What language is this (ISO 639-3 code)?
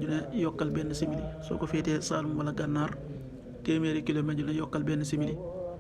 wol